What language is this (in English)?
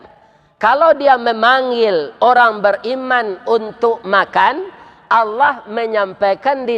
Minangkabau